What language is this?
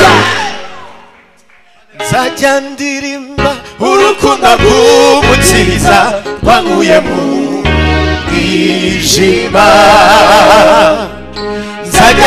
Kinyarwanda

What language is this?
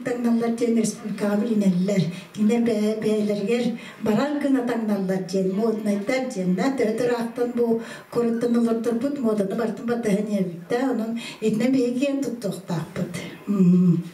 Yakut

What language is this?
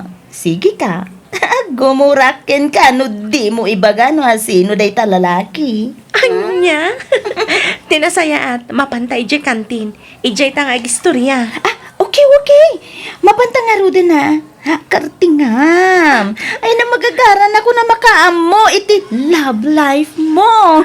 Iloko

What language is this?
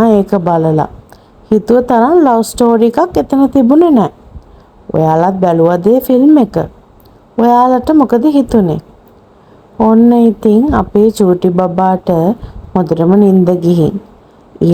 Sinhala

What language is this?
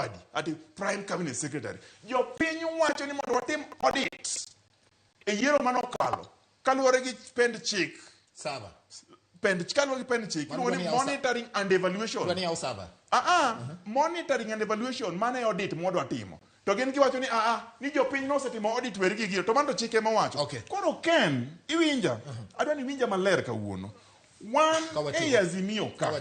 Luo (Kenya and Tanzania)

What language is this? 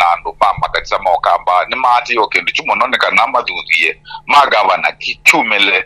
Kamba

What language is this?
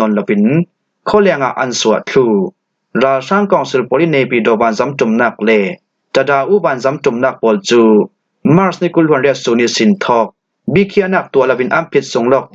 Falam Chin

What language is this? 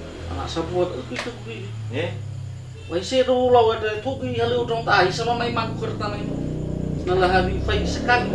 Nias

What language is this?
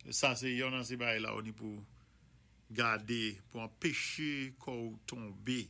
Saint Lucian Creole French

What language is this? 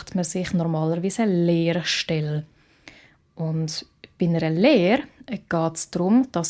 Swiss German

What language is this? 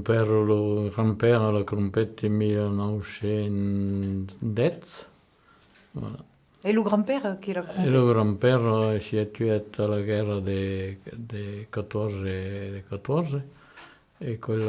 Occitan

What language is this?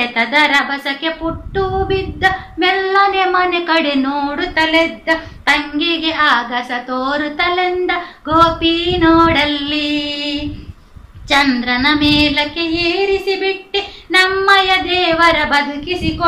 Kannada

